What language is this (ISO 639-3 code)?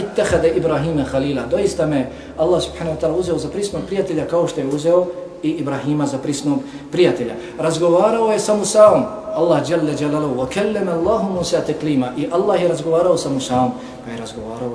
bos